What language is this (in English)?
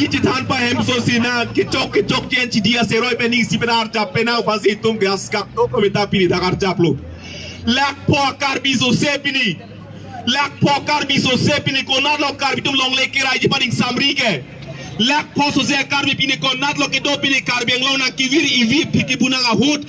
Karbi